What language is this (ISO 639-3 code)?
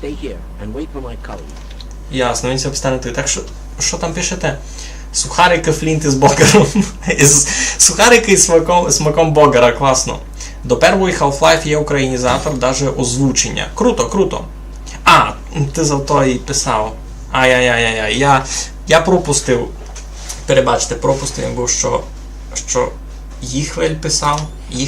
rue